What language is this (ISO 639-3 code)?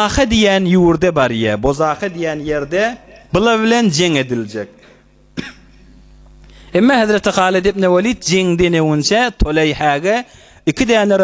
tuk